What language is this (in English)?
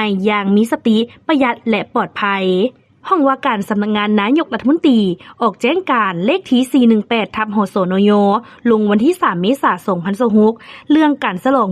Lao